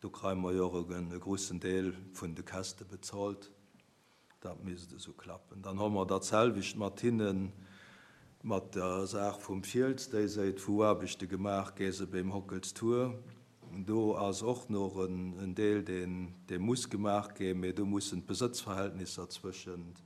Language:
Luxembourgish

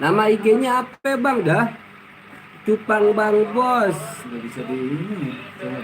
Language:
Betawi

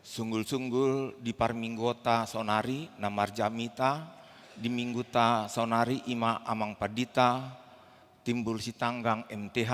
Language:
Batak Toba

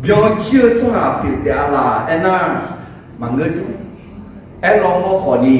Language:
Akha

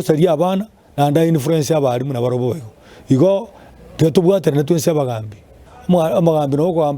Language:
Gusii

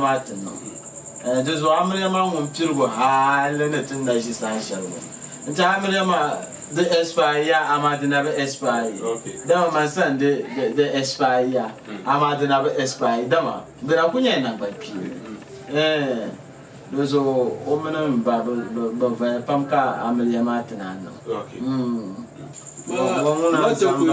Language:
Dagbani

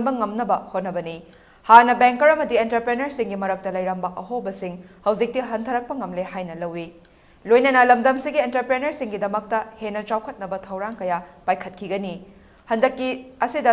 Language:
Manipuri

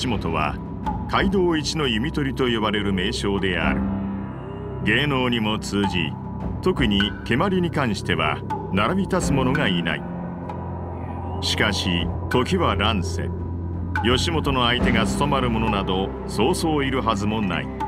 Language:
Japanese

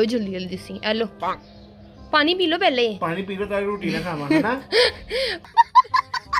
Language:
Punjabi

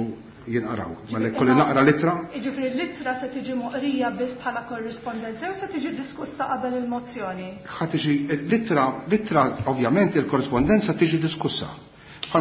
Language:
Maltese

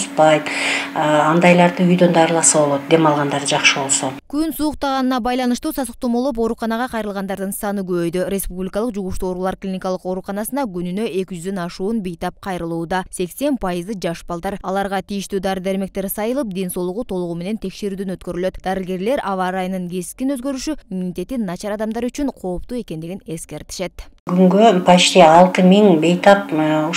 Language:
Kyrgyz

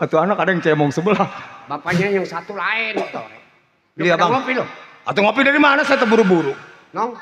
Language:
Betawi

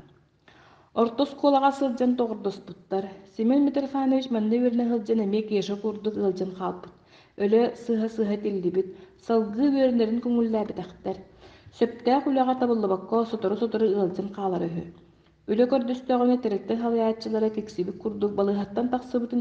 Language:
Yakut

